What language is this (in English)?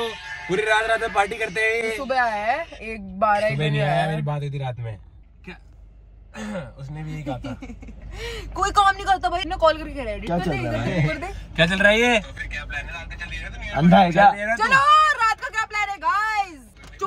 Hindi